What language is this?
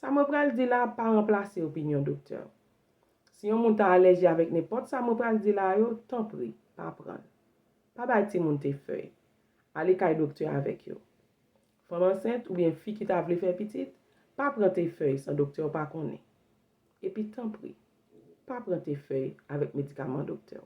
Haitian Creole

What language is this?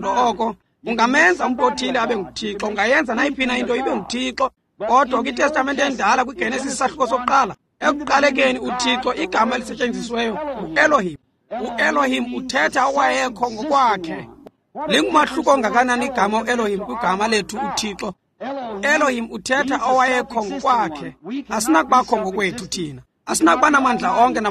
Xhosa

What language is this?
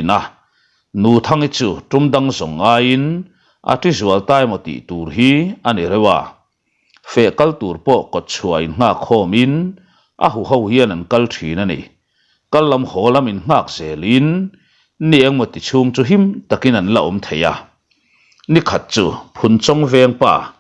Mizo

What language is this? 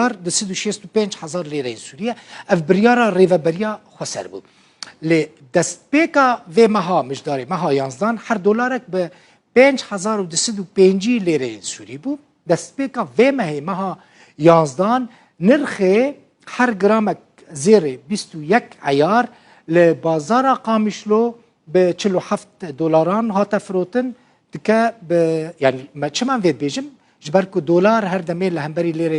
Kurdish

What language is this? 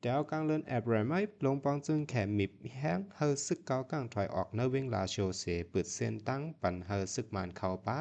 Shan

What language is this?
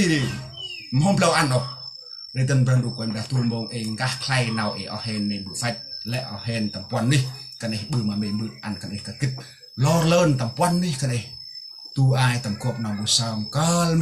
Central Mnong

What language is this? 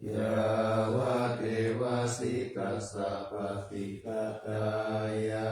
Pali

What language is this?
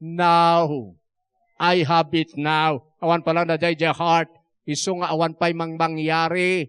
Iloko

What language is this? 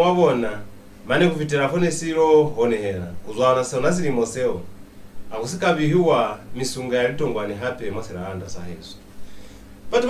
Lozi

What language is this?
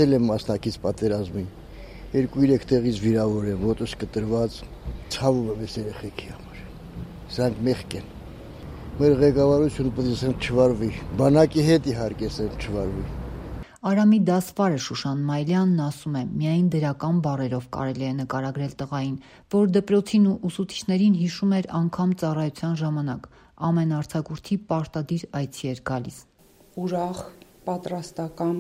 Armenian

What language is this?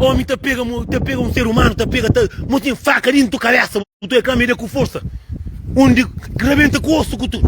Kabuverdianu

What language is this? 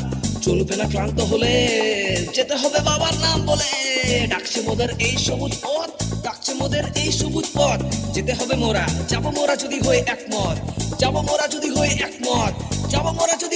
Bangla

